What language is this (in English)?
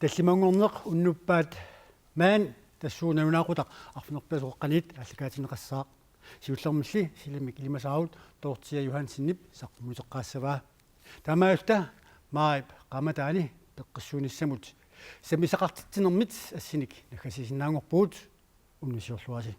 Kalaallisut